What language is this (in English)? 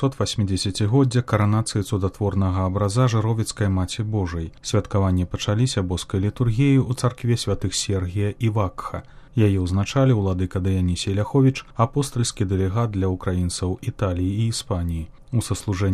Belarusian